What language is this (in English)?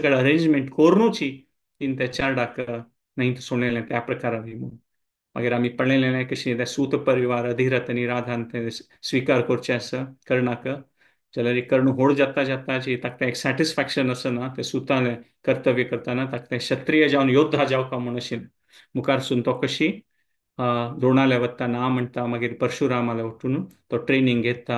Konkani